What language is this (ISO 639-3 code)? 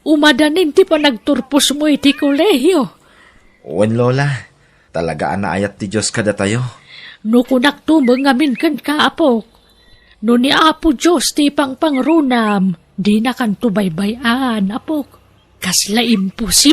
ilo